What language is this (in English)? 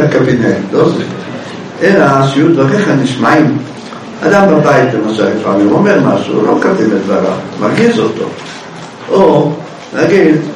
Hebrew